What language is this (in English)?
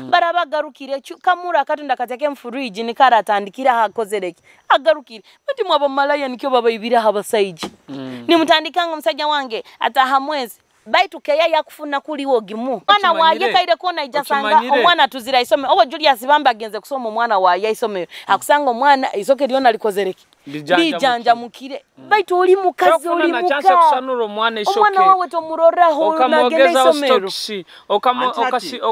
Nyoro